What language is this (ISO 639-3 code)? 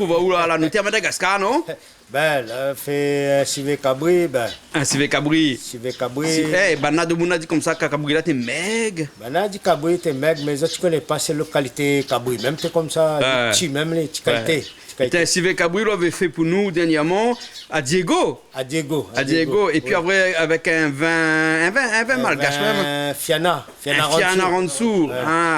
rcf